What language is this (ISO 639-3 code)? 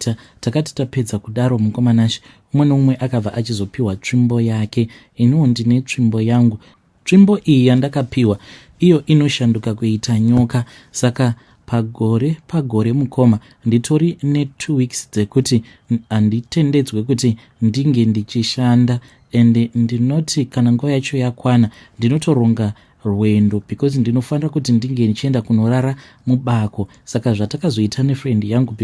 sna